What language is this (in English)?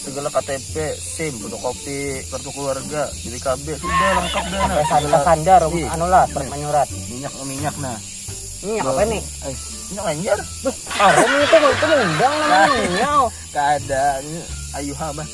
Banjar